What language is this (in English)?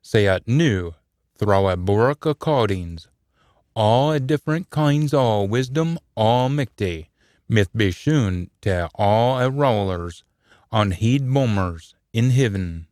Scots